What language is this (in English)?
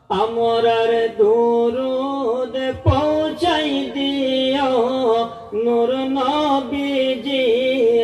Sylheti